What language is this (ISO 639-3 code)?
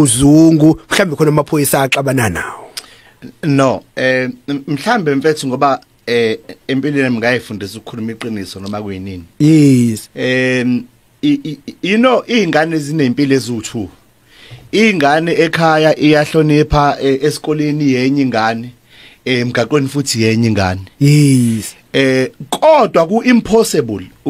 zul